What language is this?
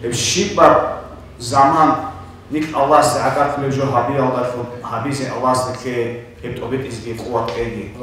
Avaric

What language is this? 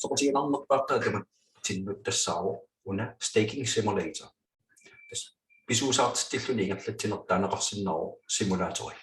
Kalaallisut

